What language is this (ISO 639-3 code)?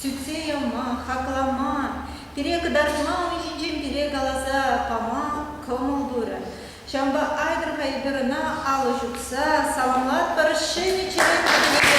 chv